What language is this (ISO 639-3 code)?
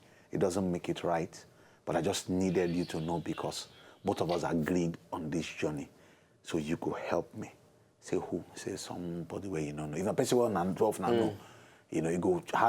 pcm